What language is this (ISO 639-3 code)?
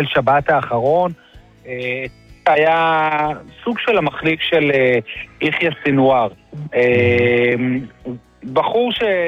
heb